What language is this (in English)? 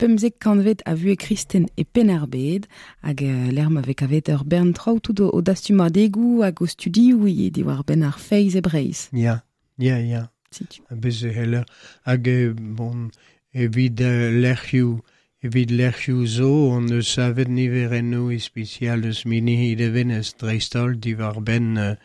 Breton